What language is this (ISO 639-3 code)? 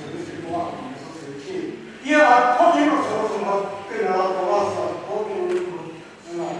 nri